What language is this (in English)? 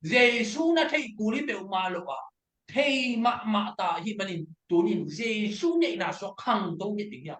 Tedim Chin